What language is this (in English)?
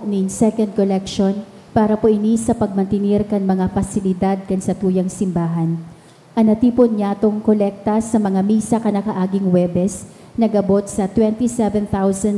Bikol